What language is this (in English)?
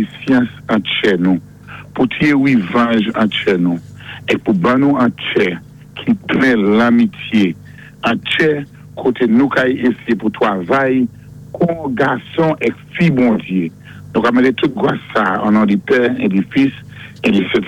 Saint Lucian Creole French